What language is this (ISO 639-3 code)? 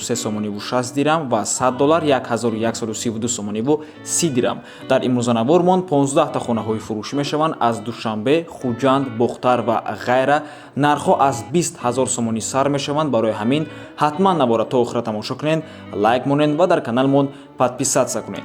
tgk